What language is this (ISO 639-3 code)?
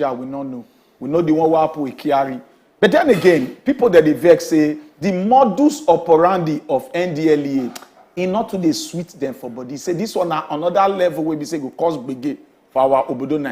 pcm